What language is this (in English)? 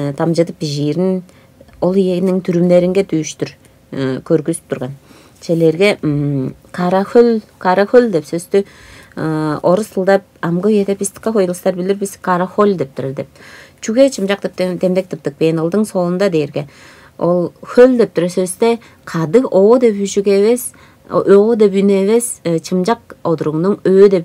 Tuvinian